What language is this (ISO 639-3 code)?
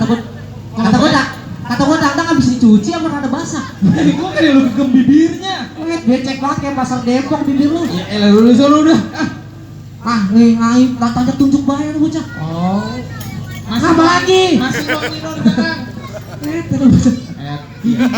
bew